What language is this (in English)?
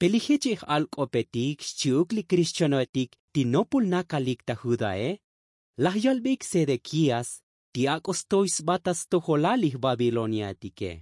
Tzotzil